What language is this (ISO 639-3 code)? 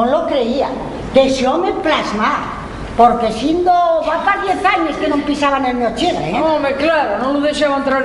ast